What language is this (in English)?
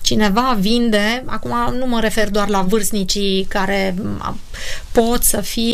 Romanian